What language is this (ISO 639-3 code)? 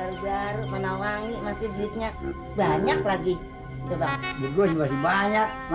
bew